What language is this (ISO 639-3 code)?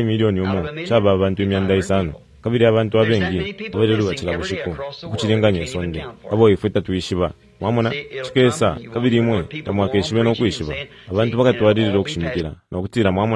bem